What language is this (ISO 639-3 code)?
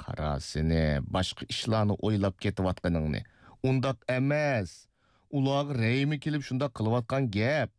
uig